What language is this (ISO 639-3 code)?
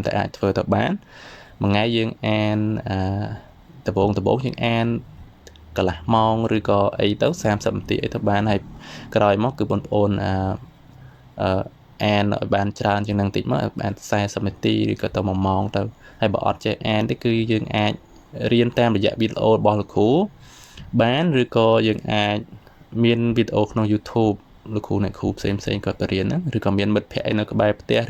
khm